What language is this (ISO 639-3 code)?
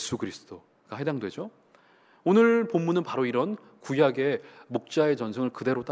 kor